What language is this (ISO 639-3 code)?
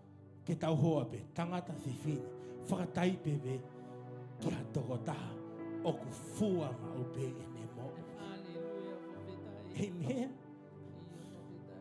ton